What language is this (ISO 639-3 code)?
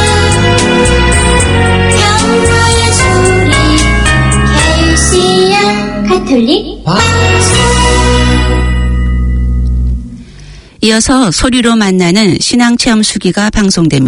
kor